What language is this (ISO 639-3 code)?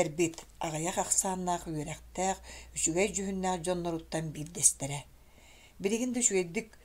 sah